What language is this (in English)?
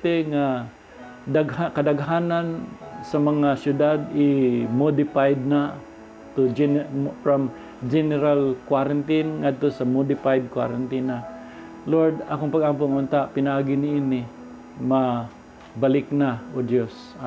Cebuano